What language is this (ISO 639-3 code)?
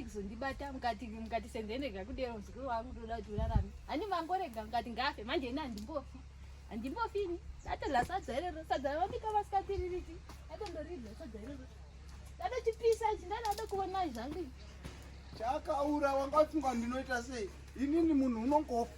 sna